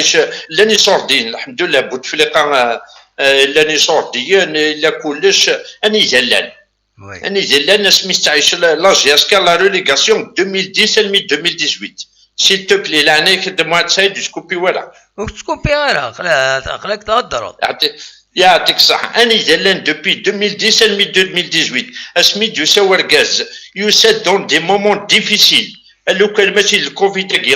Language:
Kabyle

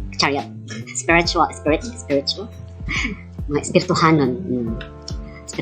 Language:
Cebuano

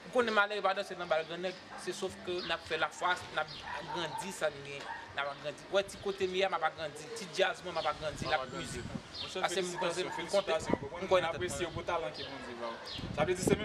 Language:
Haitian Creole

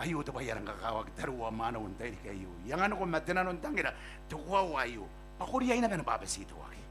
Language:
Gilbertese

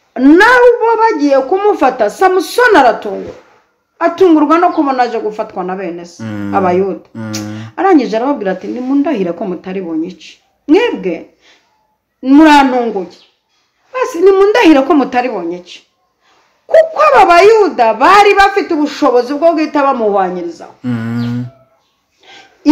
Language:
Kinyarwanda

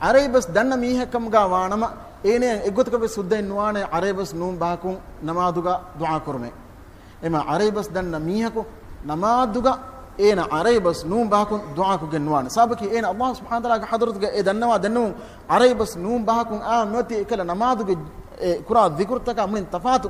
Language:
Divehi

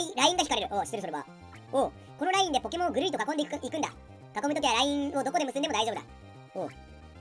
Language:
Japanese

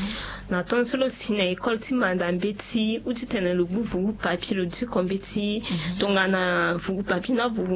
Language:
Sango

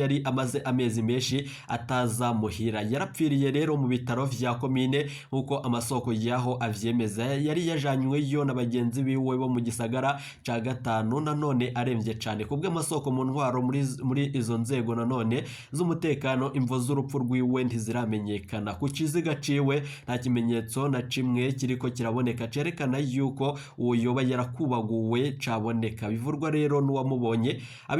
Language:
Rundi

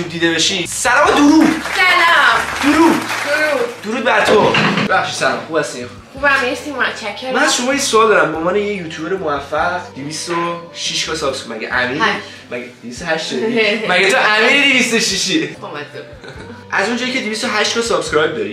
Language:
Persian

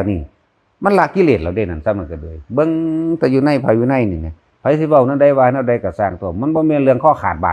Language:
Northeastern Thai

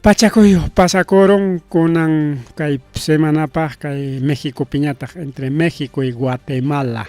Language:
Ayacucho Quechua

